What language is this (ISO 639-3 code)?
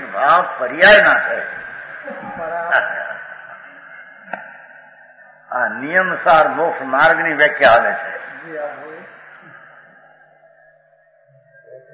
guj